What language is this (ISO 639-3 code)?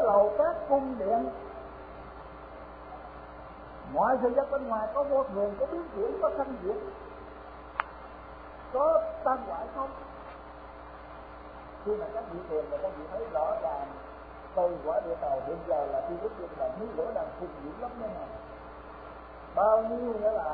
vie